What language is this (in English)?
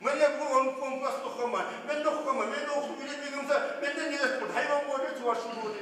Kumyk